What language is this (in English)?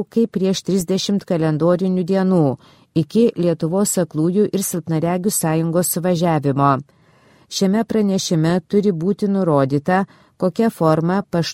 Lithuanian